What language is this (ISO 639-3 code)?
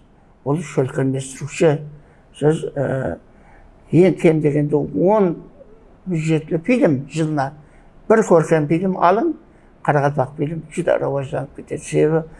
kaa